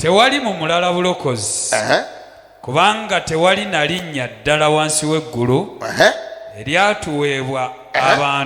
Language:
Ganda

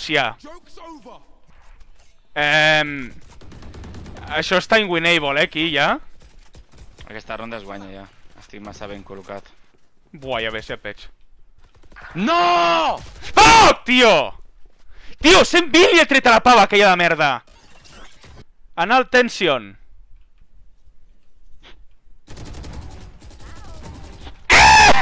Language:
Catalan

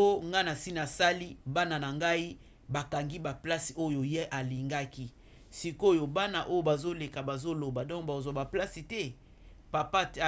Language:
Lingala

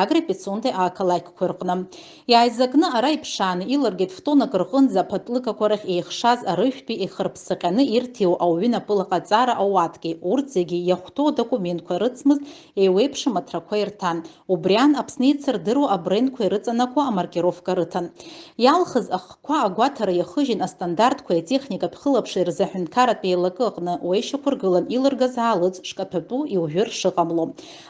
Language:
Abkhazian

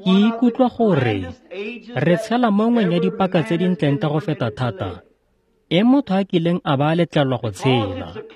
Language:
Tswana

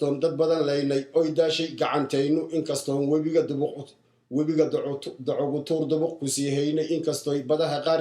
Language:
Somali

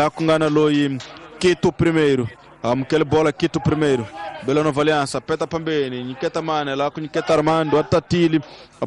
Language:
Tsonga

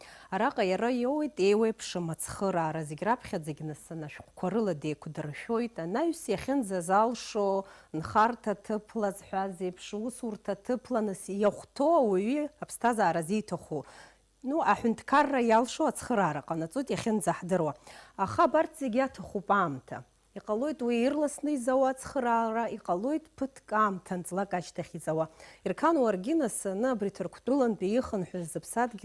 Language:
Abkhazian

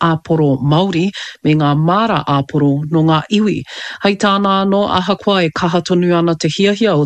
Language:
Māori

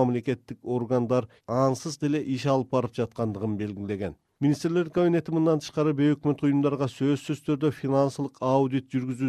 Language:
Kyrgyz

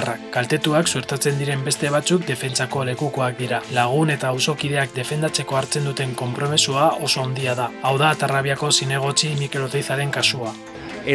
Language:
Basque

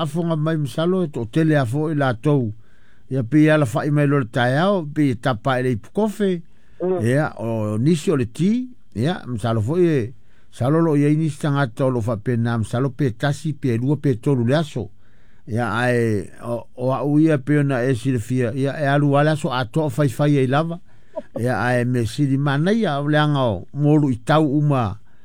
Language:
Samoan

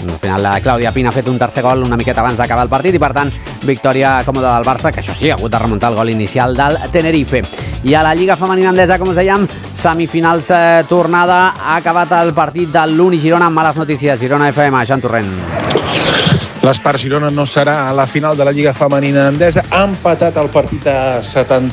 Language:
Catalan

